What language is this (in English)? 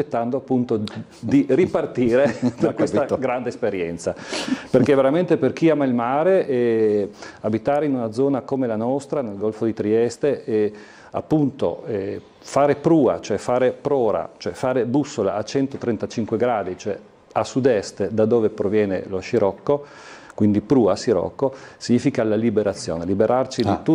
Italian